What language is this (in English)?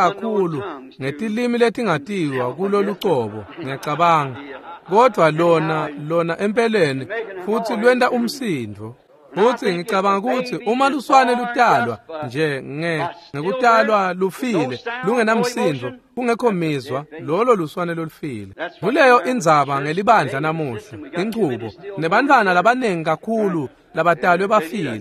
Swati